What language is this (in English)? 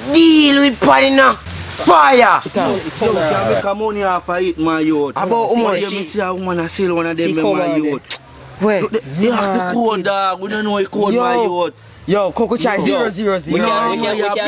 Jamaican Creole English